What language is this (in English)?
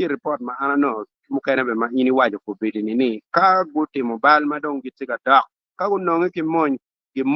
Acoli